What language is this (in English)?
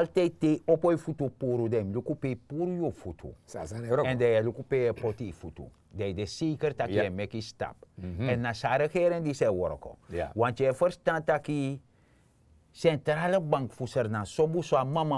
Sranan Tongo